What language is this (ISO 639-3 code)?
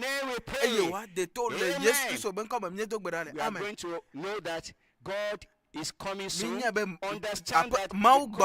ewe